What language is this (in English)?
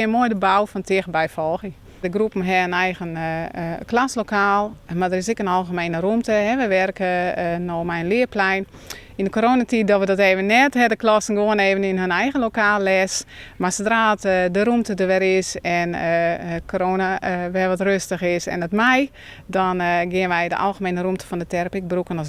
Western Frisian